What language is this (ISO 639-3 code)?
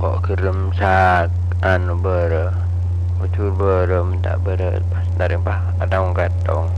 mad